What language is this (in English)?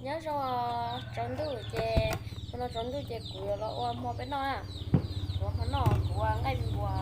Hmong